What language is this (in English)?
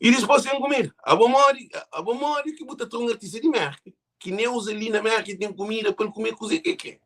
Kabuverdianu